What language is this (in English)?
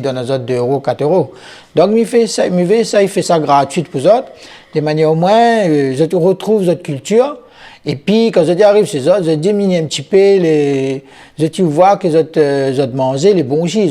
Réunion Creole French